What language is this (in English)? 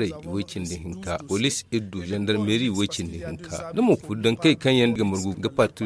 Zarma